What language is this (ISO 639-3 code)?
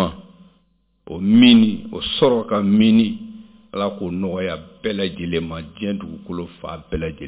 bam